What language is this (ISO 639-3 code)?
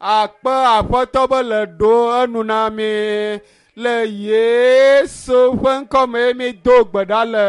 ewe